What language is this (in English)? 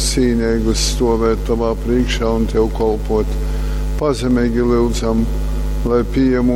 Latgalian